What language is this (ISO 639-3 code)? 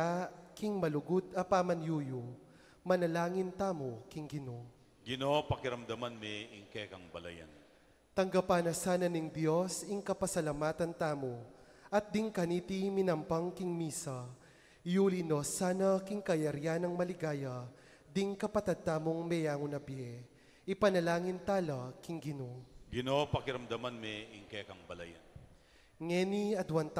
pam